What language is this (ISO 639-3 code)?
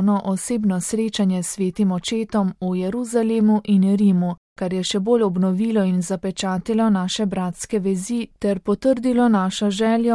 slv